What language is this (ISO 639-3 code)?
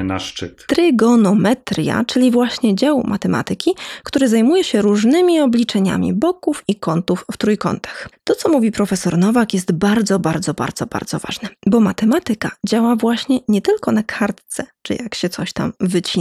pol